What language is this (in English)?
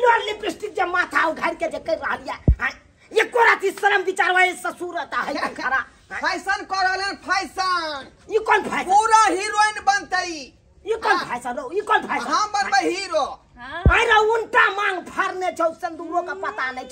Maithili